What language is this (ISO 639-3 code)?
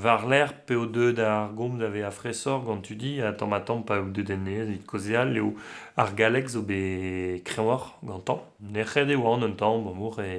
bre